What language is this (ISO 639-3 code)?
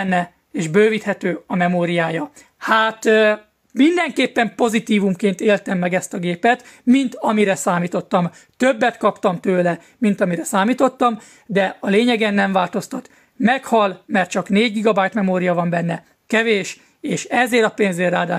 hun